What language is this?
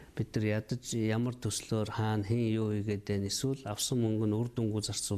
Mongolian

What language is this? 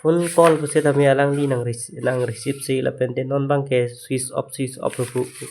Karbi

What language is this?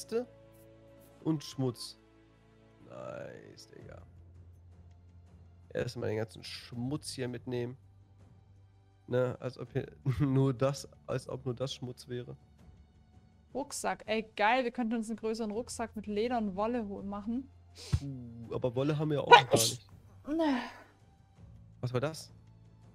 German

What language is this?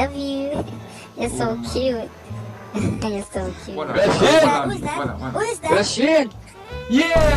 Jamaican Creole English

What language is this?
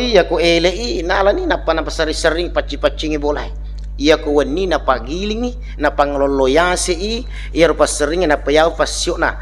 Buginese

